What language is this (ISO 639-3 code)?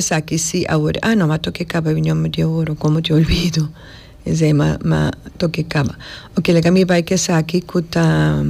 pap